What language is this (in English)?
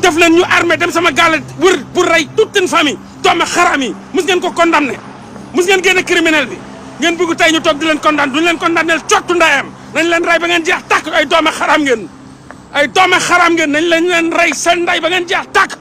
Wolof